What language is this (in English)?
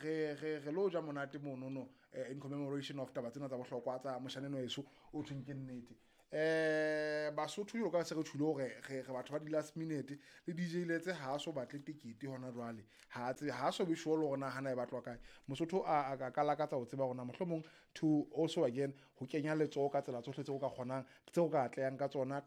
Southern Sotho